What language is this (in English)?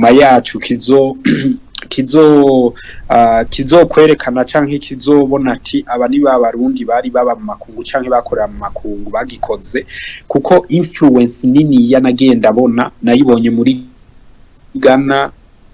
Rundi